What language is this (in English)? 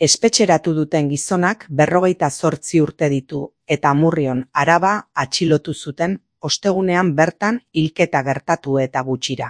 Basque